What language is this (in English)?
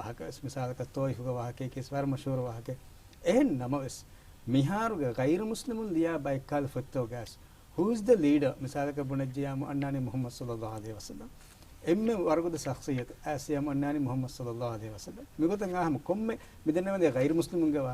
Divehi